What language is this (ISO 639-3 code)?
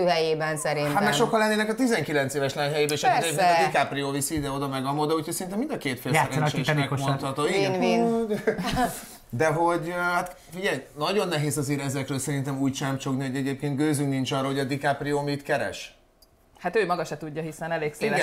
hun